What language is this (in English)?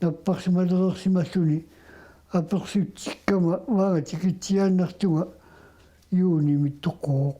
Kalaallisut